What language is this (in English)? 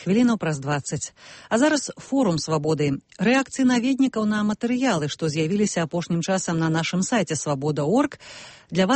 Belarusian